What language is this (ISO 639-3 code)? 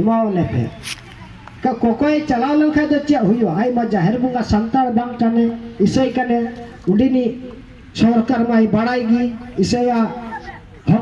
sat